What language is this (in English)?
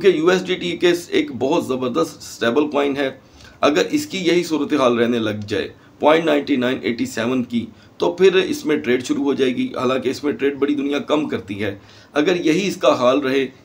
Hindi